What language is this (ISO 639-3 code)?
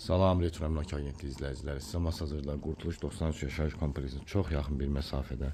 aze